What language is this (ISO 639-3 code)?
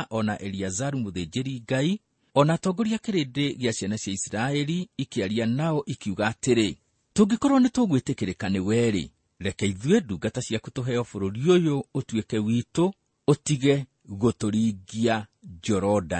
kik